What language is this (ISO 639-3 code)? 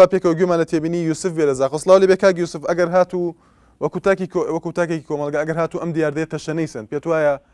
ckb